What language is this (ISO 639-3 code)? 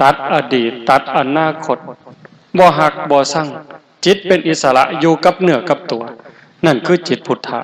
tts